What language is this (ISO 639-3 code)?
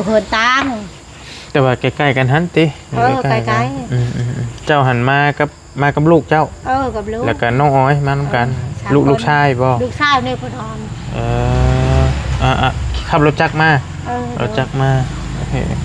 tts